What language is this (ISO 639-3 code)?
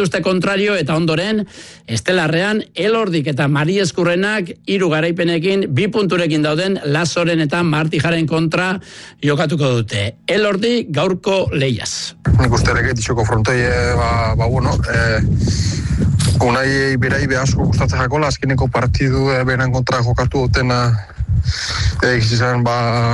eus